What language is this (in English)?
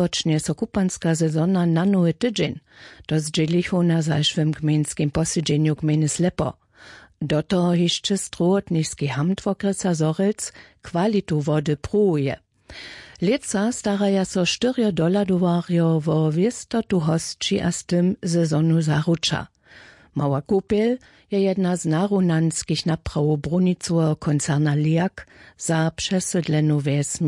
Upper Sorbian